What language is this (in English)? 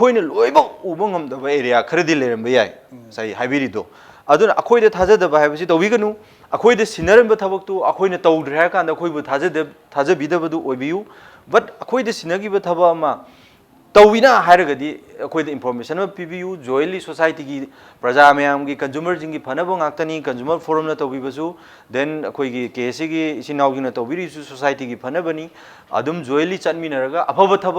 Manipuri